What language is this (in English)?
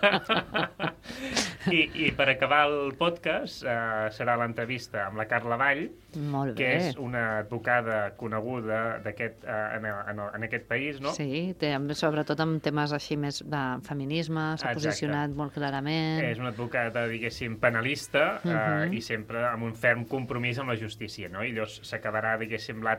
Catalan